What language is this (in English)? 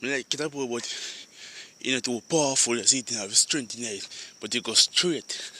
Jamaican Creole English